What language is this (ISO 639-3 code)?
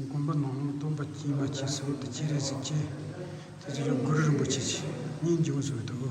bod